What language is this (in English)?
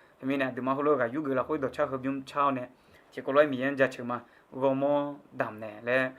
Akha